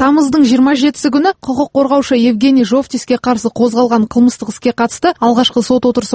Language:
Kazakh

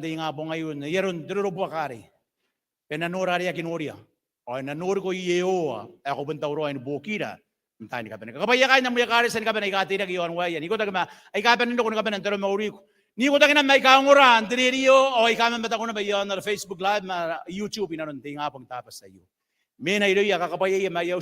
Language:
Gilbertese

